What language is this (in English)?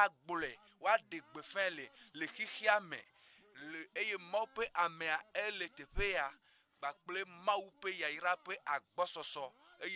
Ewe